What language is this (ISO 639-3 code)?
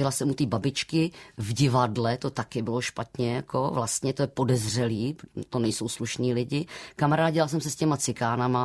ces